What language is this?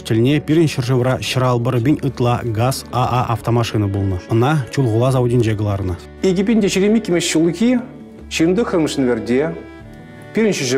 Chuvash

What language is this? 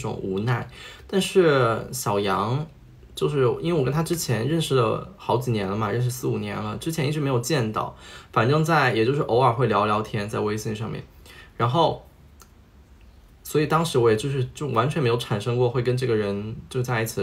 Chinese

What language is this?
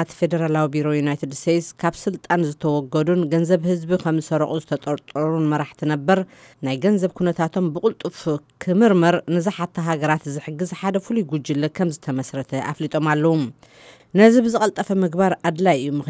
Tigrinya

